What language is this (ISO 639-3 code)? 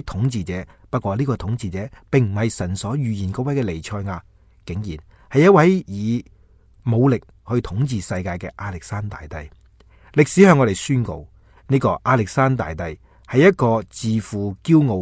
yue